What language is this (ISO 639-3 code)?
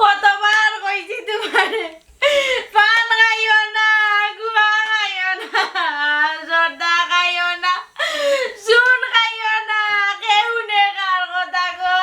syl